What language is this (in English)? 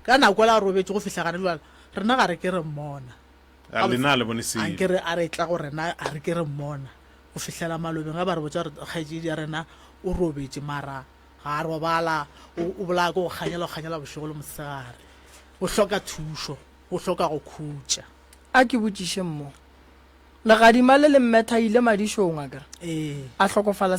Northern Sotho